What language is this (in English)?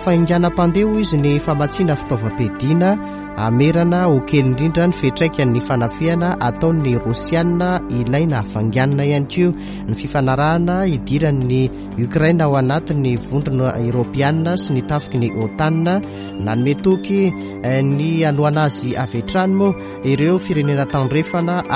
Malagasy